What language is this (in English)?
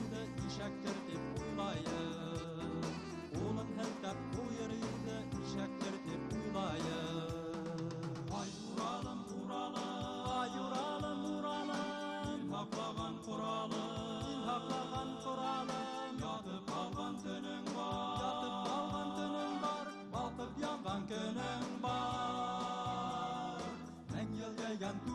Bashkir